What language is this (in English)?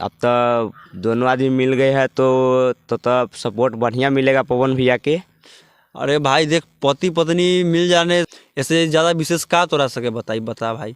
Bhojpuri